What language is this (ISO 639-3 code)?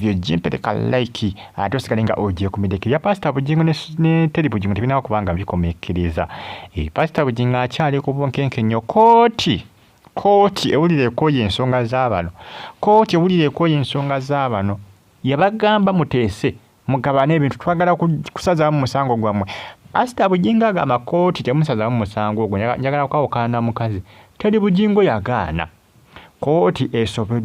lug